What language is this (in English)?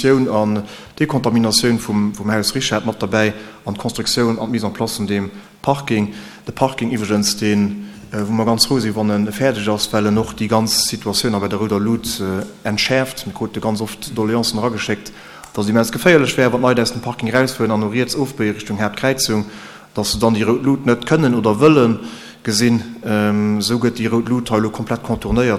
Luxembourgish